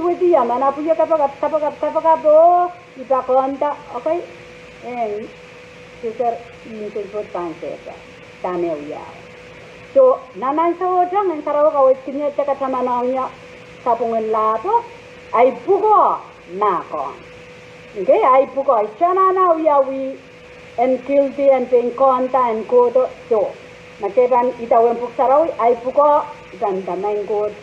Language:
Pohnpeian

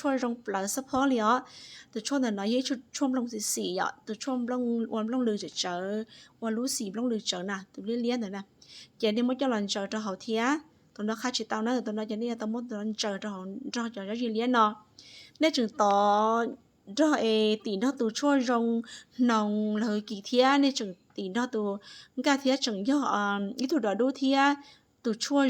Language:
Hmong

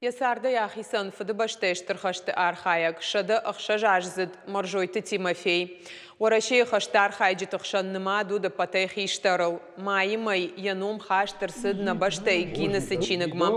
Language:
Ossetic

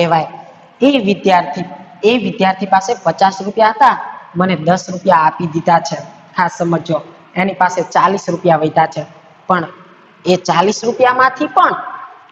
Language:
Gujarati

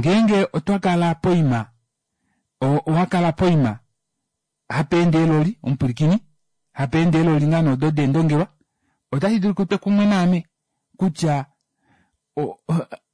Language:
Kuanyama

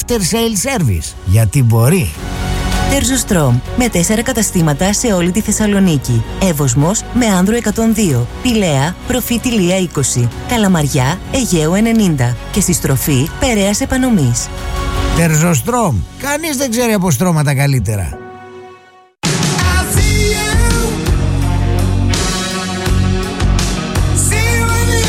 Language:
Greek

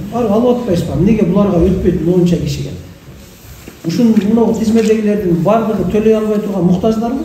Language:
Kyrgyz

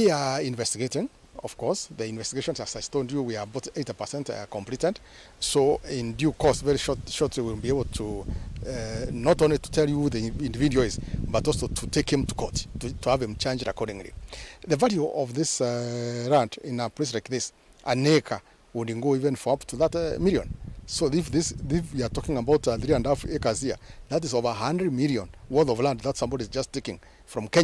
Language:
Kamba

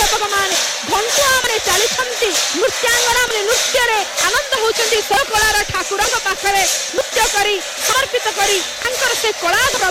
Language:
Odia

